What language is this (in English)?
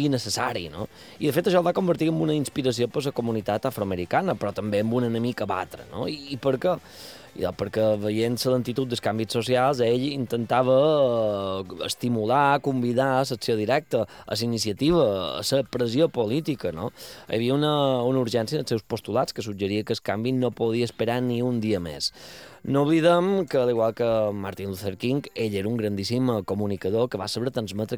Catalan